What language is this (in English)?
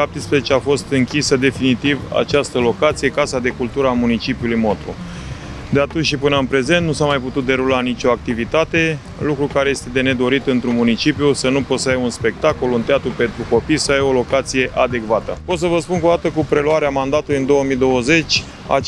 Romanian